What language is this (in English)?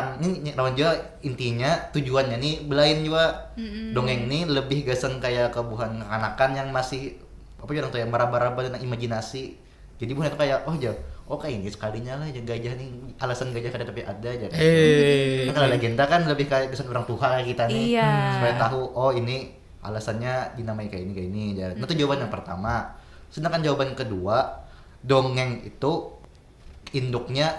Banjar